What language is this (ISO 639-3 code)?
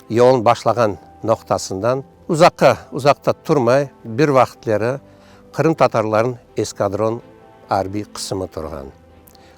crh